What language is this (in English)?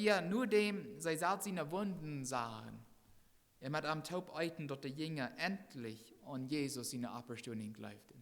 Plautdietsch